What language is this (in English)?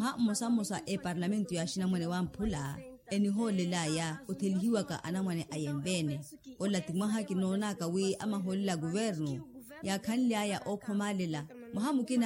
Makhuwa